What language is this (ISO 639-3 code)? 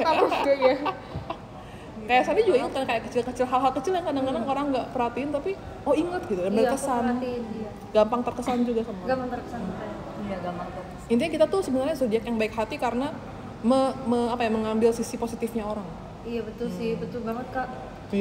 ind